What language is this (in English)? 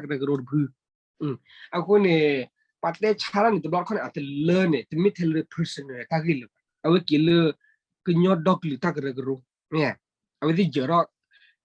S'gaw Karen